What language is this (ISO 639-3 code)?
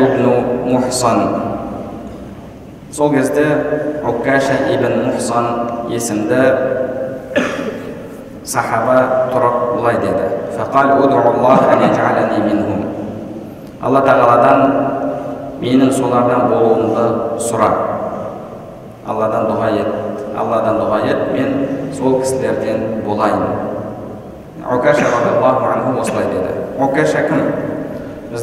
kaz